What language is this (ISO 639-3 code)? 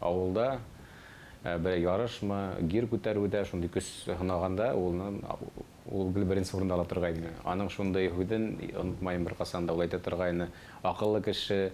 bak